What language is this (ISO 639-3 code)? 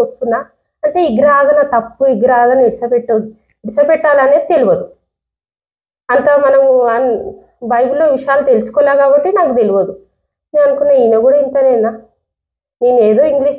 tel